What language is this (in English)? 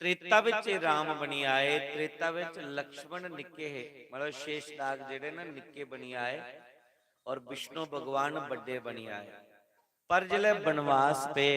Dogri